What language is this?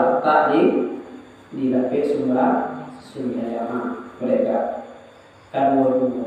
Minangkabau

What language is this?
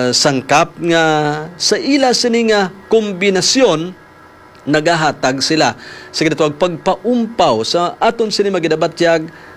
Hiligaynon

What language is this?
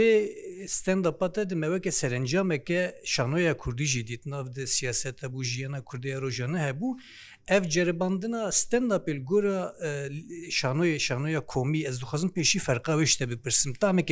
Kurdish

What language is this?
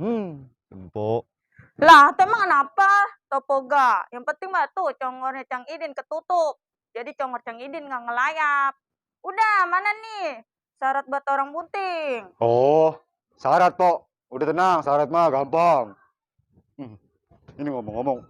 Betawi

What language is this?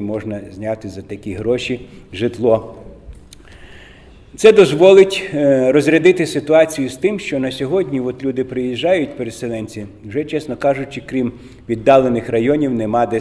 Ukrainian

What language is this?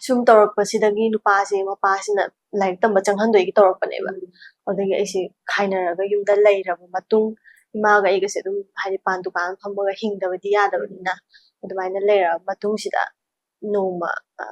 Manipuri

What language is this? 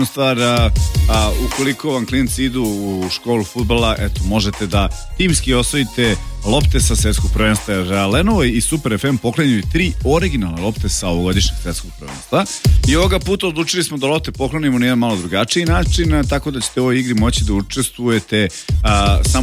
Serbian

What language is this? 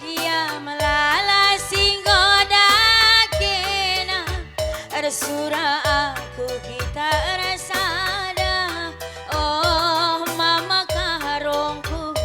Batak Karo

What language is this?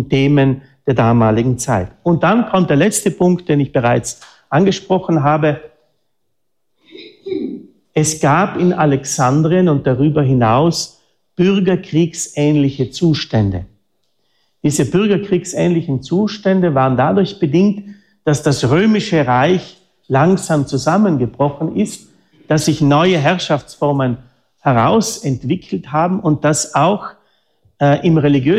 German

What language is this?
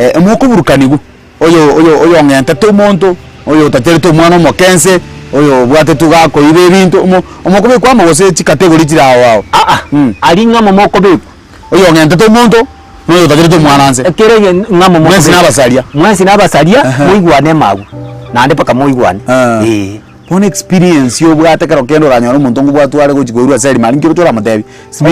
Gusii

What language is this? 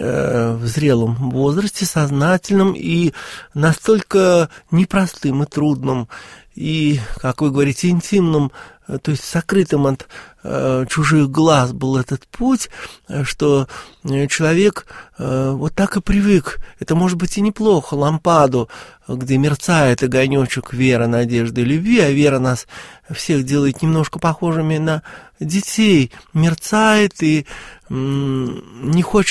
Russian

